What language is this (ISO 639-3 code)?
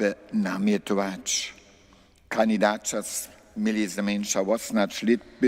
hsb